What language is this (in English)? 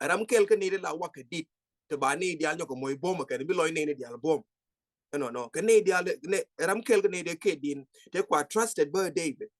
Nuer